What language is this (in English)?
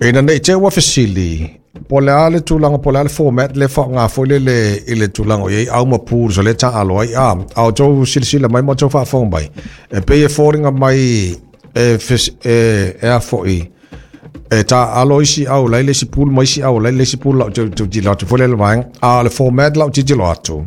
Samoan